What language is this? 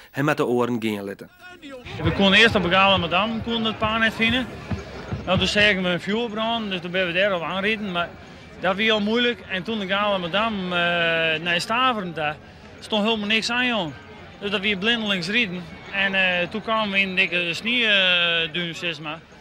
Western Frisian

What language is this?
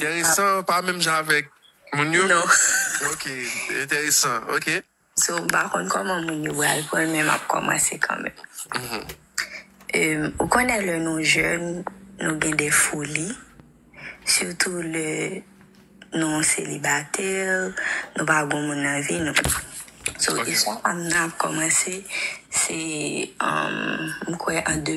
Haitian Creole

